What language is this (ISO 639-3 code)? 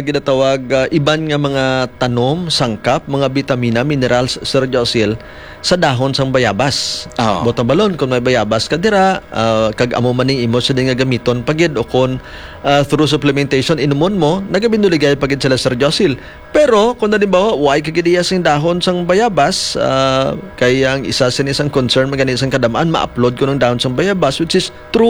hil